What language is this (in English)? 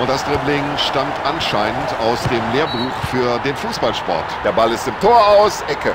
Bavarian